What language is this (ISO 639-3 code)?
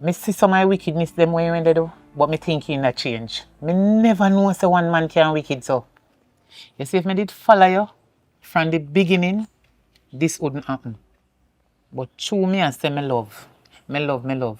jam